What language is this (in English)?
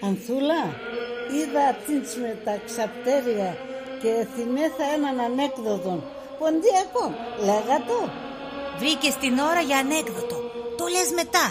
Pontic